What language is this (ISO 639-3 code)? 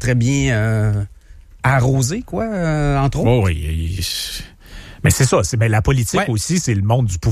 fra